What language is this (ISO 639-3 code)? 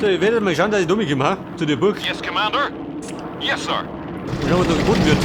bar